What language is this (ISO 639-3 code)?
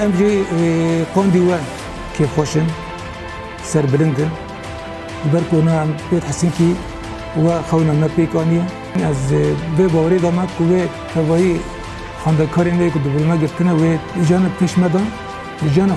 kur